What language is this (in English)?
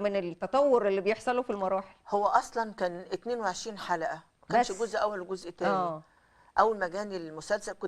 Egyptian Arabic